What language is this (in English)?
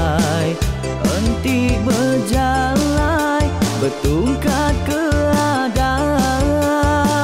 Iban